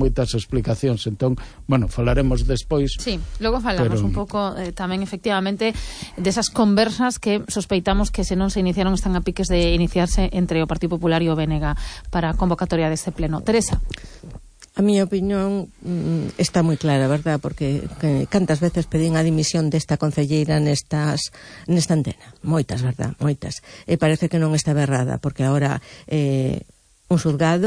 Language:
Galician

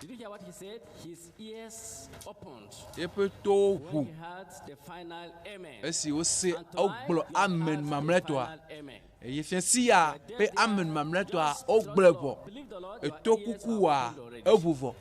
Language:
Ewe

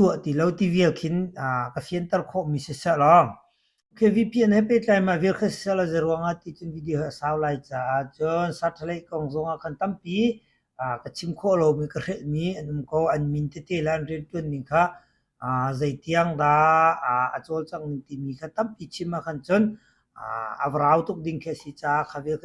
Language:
Hakha Chin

